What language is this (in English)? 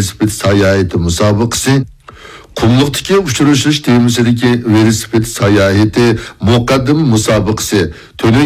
Uyghur